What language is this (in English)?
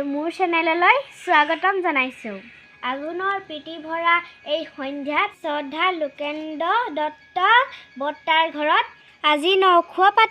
Assamese